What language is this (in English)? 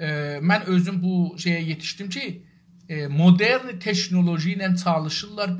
South Azerbaijani